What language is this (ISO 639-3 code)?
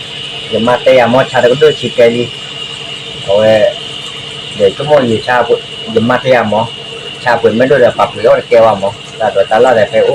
ksw